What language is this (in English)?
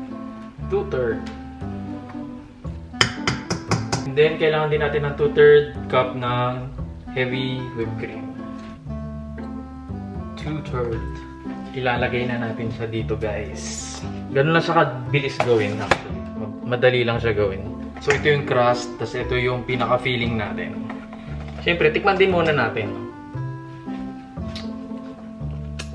Filipino